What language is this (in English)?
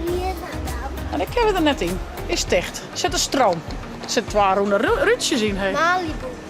Western Frisian